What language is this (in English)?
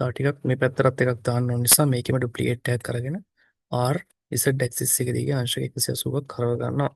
Sinhala